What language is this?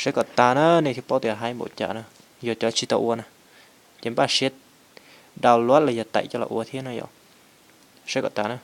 Hmong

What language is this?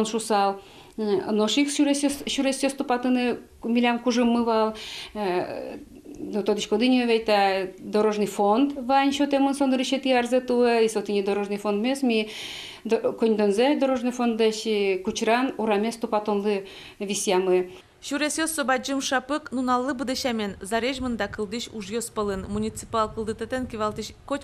Udmurt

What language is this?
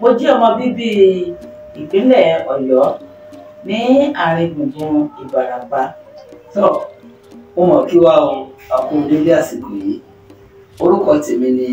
Yoruba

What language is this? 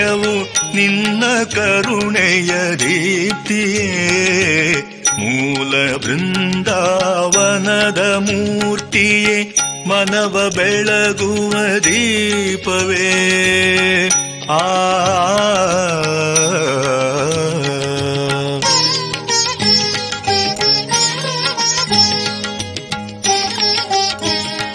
Kannada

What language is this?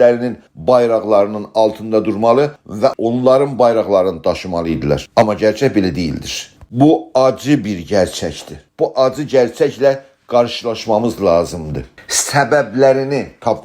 South Azerbaijani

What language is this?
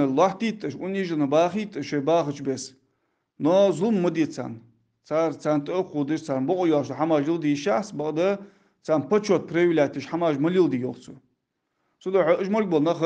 Ingush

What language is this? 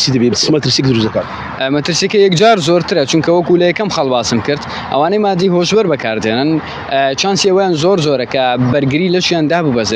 Central Kurdish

